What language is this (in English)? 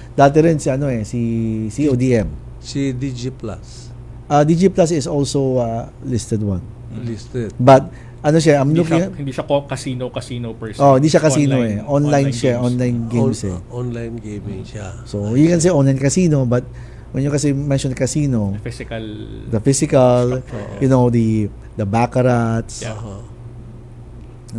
Filipino